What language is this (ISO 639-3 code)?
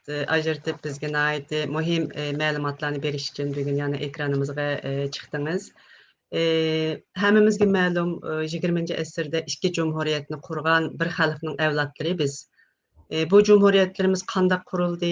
uig